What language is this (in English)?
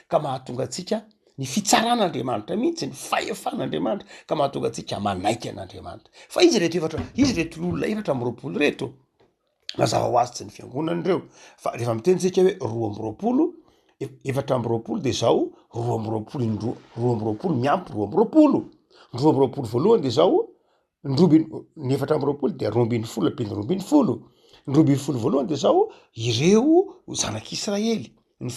Malagasy